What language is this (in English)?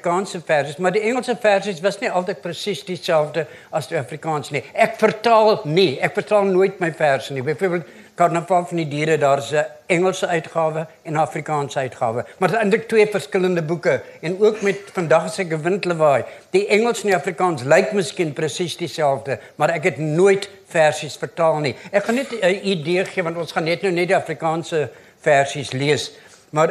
Afrikaans